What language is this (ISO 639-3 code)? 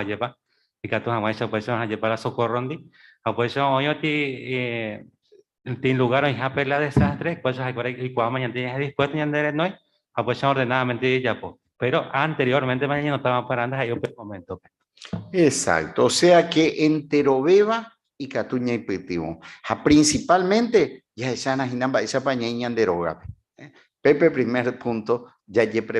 grn